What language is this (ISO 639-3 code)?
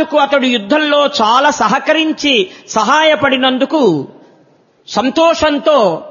tel